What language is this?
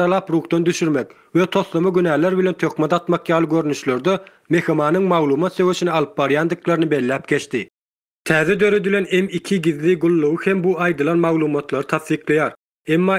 Turkmen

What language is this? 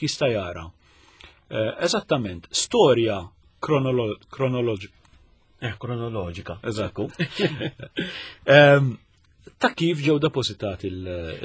Maltese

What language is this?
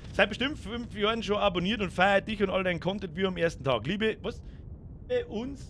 Bavarian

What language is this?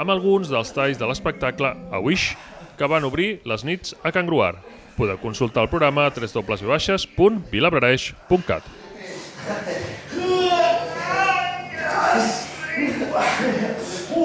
Catalan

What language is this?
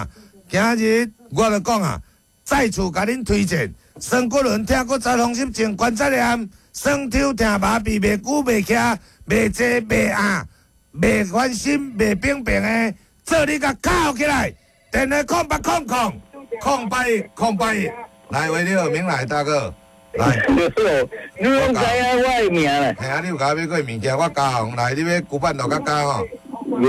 Min Nan Chinese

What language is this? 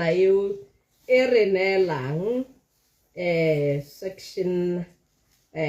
Tswana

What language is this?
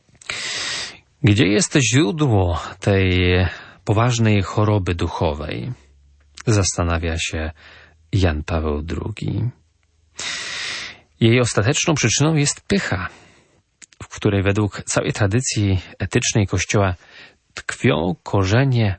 Polish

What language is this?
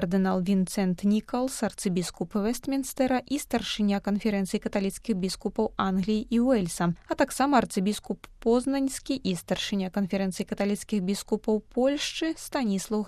Belarusian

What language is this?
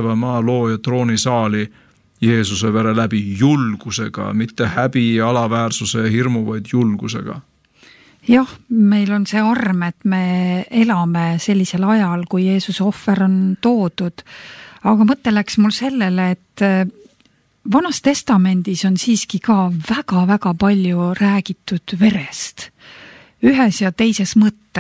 Estonian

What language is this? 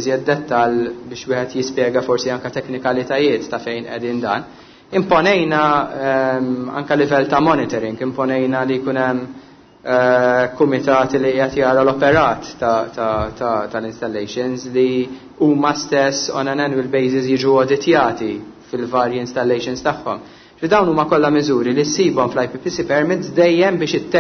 Maltese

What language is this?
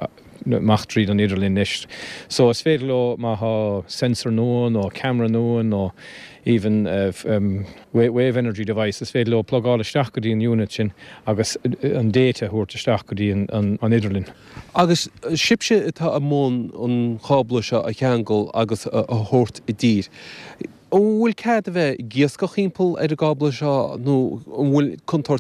Irish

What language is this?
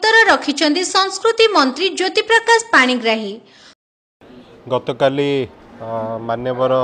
Odia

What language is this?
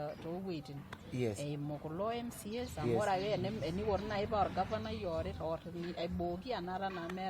Masai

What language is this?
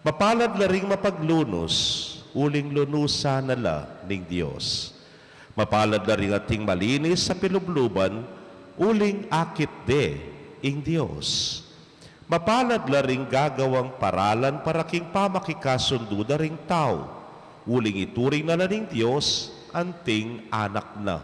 Pampanga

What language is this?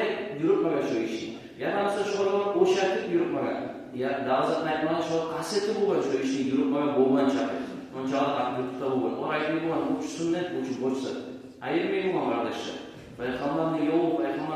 Kumyk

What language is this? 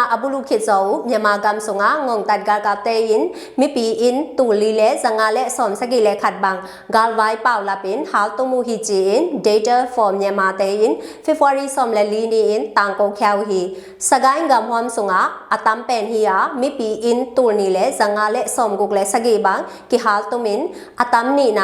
Tedim Chin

